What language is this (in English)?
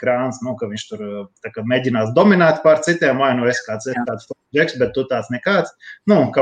Latvian